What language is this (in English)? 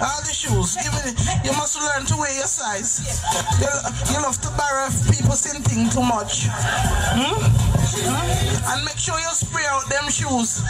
Jamaican Creole English